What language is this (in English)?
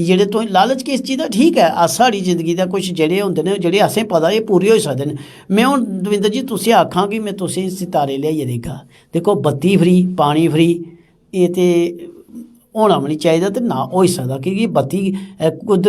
Dogri